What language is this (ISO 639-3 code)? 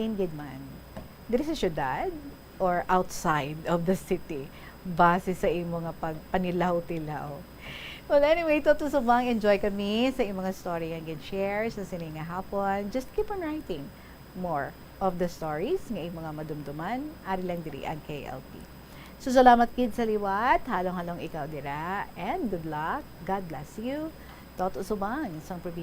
hil